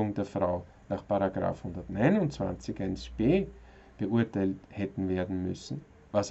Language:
German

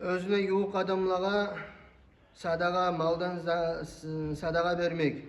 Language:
Kumyk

